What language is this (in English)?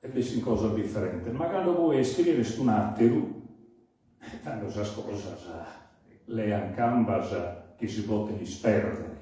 Sardinian